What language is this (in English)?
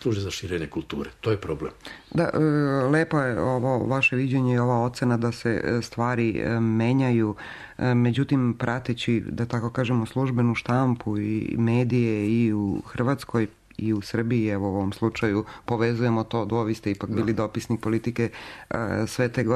Serbian